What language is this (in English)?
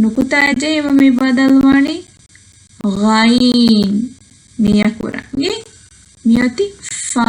Divehi